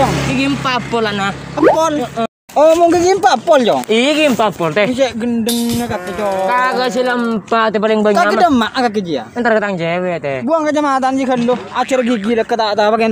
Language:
Madurese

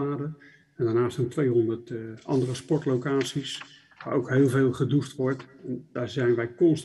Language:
Dutch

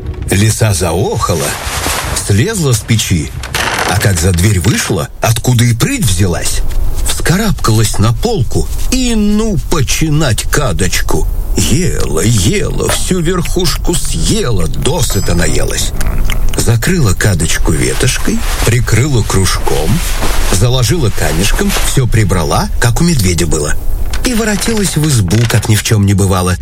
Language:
Russian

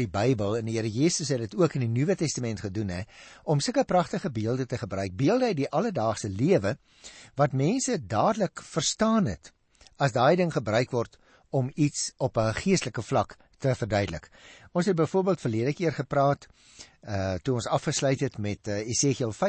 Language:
Afrikaans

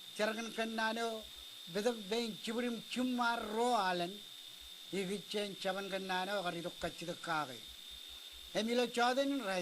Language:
Marshallese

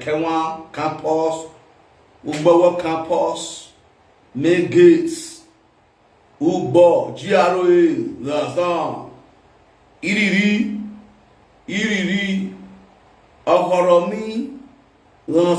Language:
Nigerian Pidgin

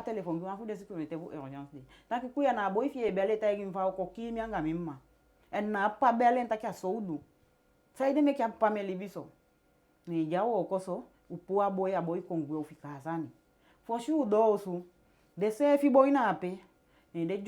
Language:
Eastern Maroon Creole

